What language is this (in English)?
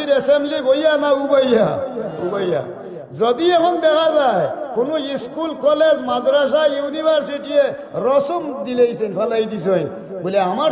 Sylheti